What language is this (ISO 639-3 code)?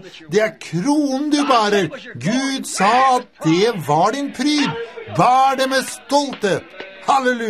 nor